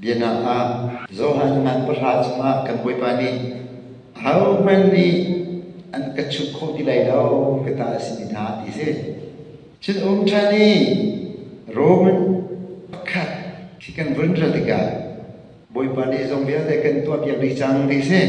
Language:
Hakha Chin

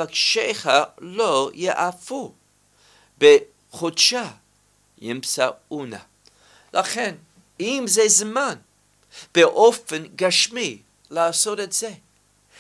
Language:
Hebrew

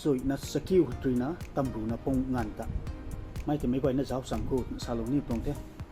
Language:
Rongmei Naga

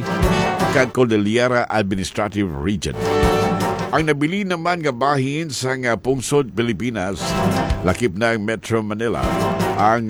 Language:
Hiligaynon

